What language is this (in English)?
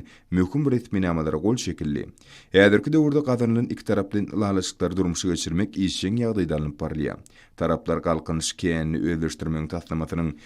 Turkmen